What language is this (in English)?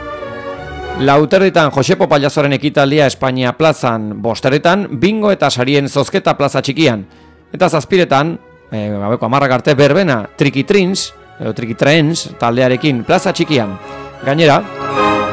Basque